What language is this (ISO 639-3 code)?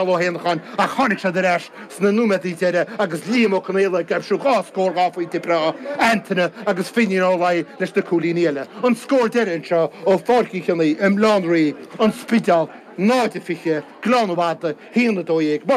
gle